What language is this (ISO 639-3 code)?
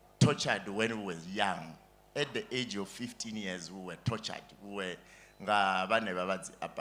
ven